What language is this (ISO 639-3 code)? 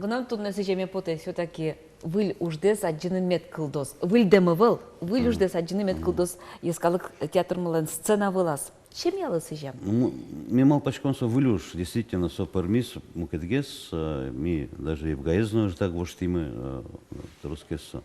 udm